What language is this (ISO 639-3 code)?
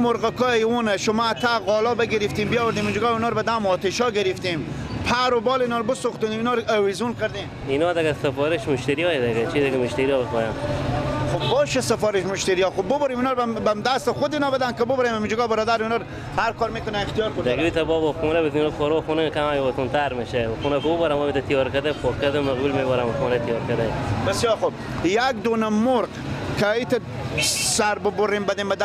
fas